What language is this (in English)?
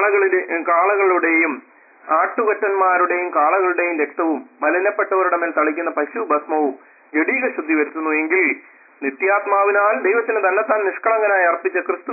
Malayalam